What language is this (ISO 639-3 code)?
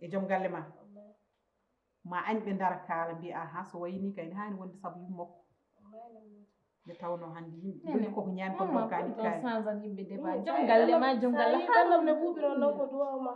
ful